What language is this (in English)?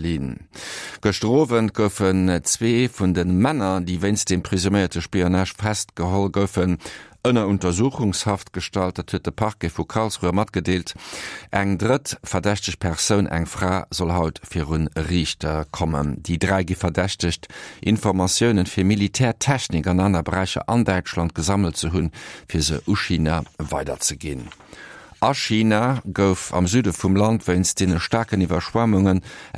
Luxembourgish